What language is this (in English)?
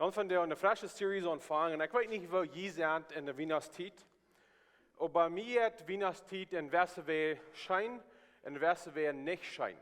Plautdietsch